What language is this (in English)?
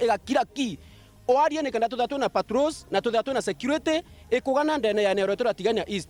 Meru